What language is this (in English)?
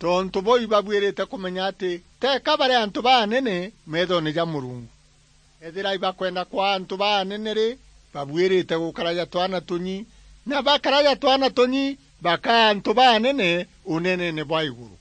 Meru